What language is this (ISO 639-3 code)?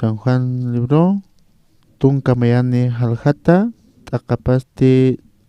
aym